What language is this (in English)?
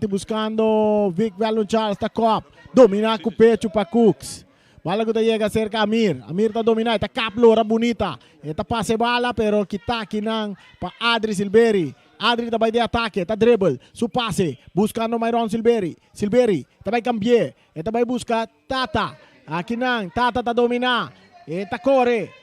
Papiamento